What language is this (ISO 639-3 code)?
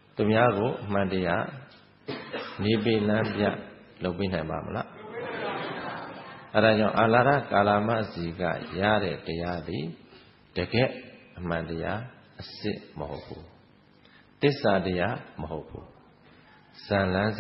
mya